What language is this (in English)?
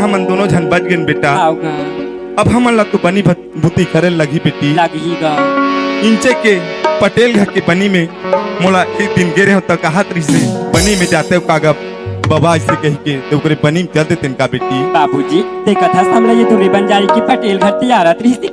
Chhattisgarhi